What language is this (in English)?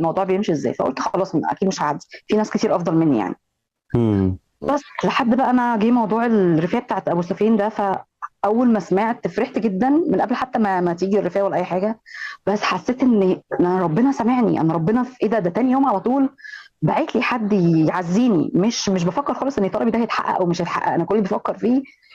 Egyptian Arabic